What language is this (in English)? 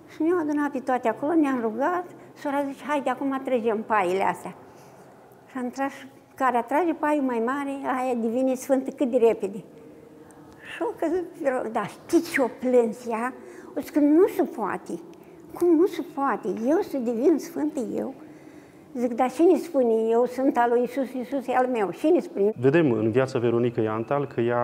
Romanian